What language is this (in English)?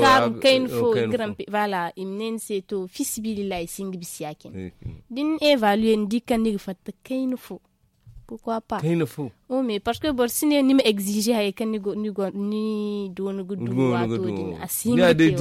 Zarma